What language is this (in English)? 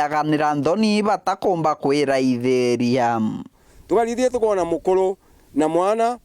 Meru